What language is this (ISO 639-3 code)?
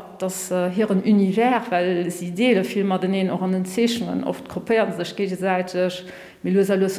ltz